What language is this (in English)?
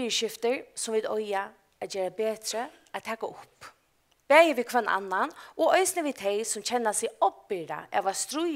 Faroese